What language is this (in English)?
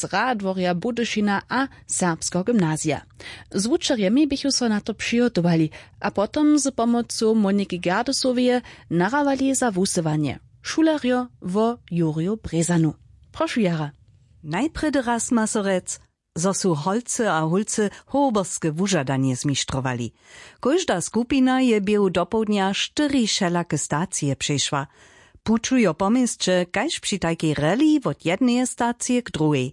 Upper Sorbian